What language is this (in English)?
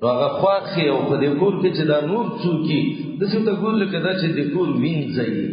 Pashto